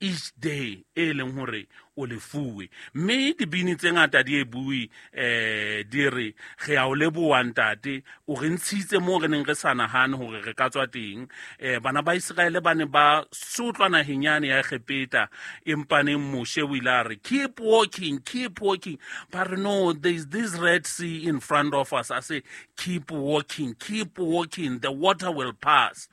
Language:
Southern Sotho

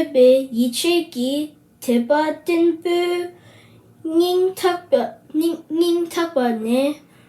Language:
Tibetan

